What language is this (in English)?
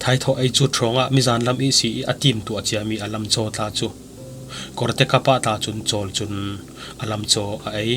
Falam Chin